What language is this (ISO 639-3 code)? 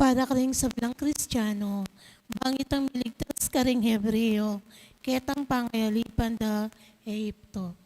pam